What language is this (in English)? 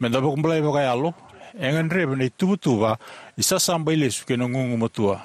Fijian